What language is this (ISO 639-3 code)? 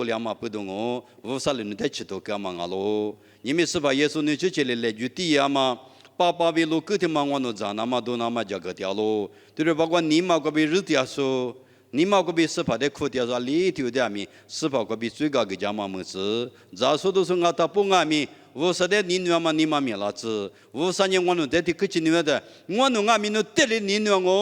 lis